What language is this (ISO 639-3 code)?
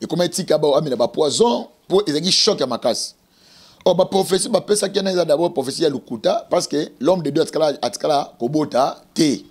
lin